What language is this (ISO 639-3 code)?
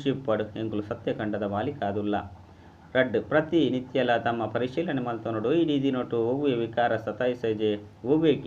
tcy